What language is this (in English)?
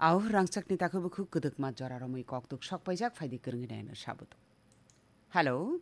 Kok Borok